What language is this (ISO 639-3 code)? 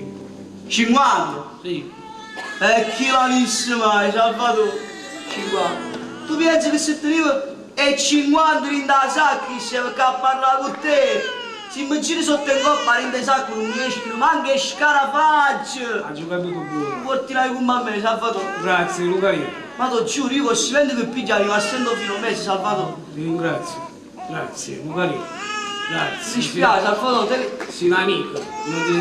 nap